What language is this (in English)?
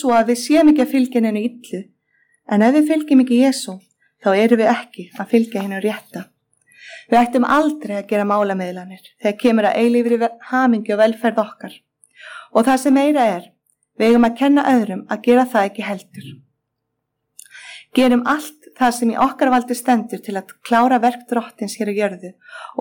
Icelandic